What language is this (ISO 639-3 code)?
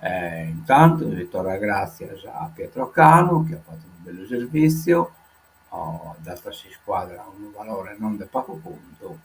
srd